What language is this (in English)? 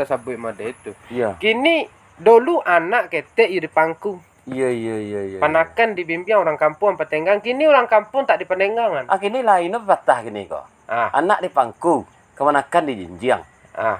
Minangkabau